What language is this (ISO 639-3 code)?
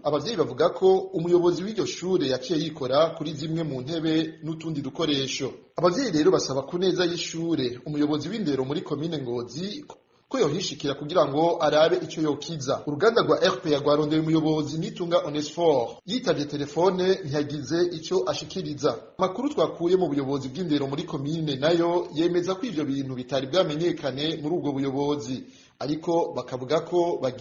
run